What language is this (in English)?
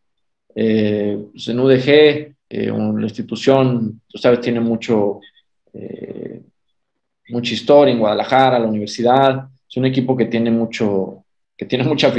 Spanish